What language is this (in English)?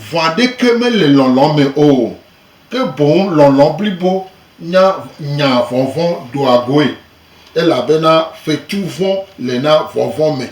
Gen